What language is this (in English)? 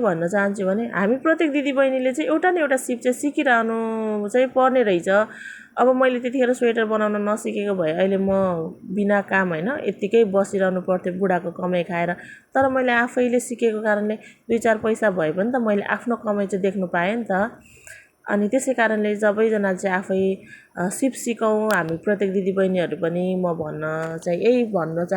Nepali